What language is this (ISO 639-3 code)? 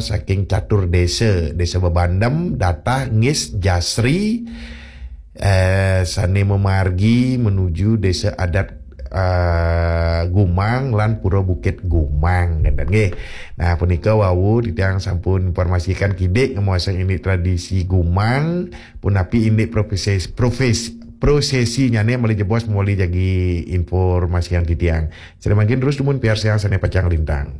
ban